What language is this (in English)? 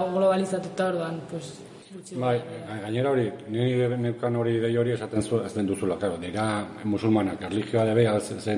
Basque